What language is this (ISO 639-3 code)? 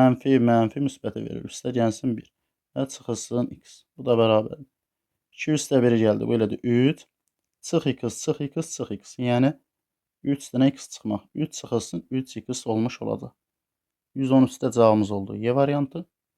aze